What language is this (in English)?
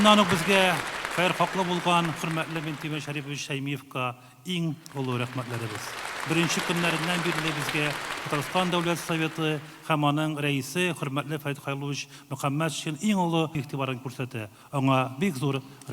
Tatar